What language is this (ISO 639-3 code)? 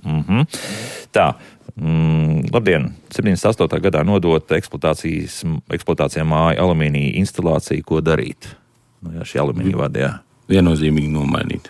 lav